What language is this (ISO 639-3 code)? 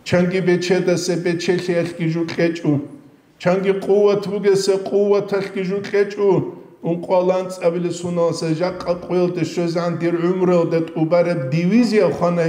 ava